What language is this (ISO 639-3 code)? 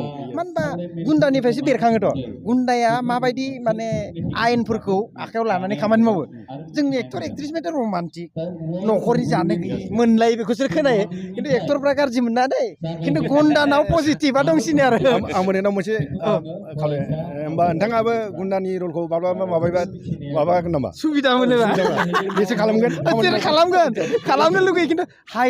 brx